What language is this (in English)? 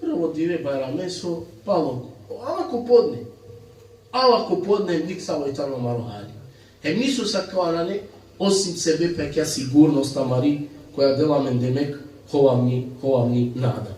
Balkan Romani